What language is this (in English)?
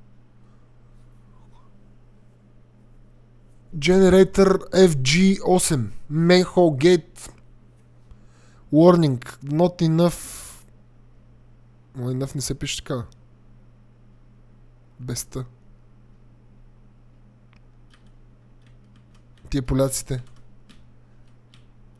Bulgarian